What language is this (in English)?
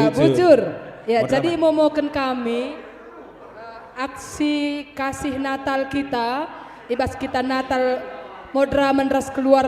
Batak Karo